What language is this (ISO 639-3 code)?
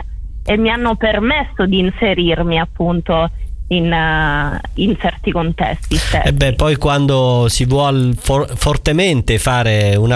ita